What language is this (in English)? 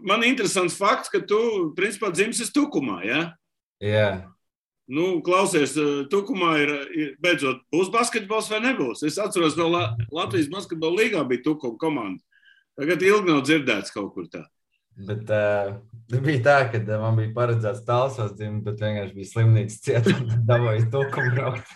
Latvian